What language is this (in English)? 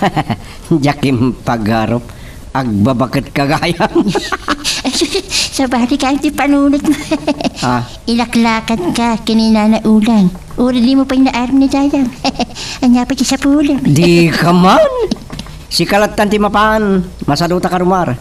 Iloko